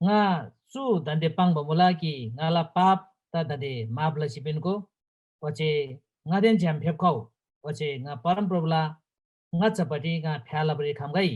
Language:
Eastern Tamang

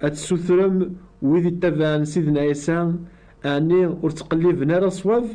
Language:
Kabyle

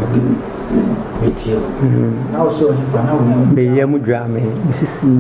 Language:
Akan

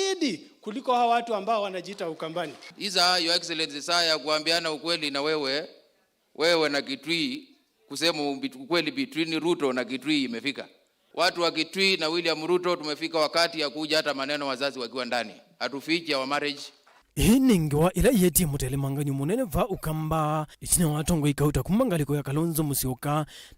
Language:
Kamba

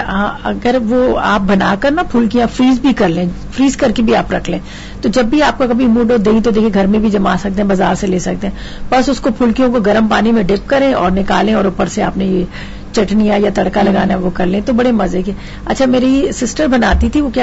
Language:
Urdu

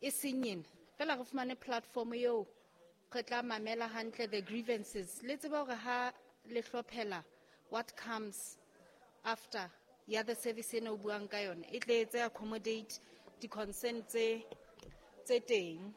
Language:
Southern Sotho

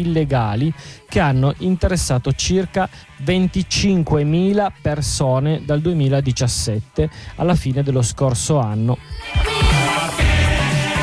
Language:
Italian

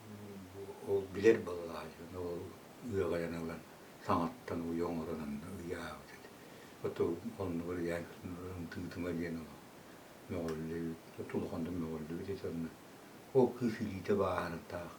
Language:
Yakut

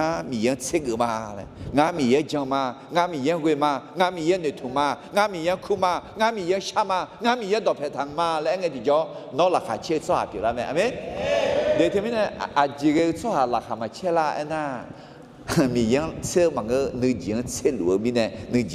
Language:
Akha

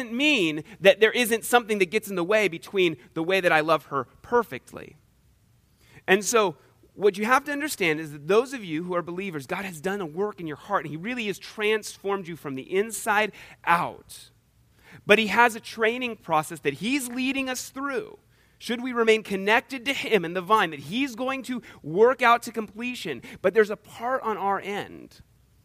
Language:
English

